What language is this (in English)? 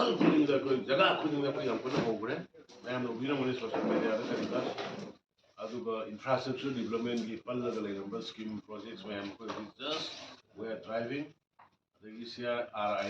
Manipuri